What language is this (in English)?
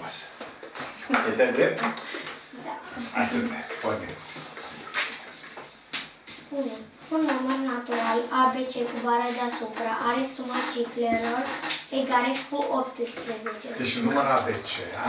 Romanian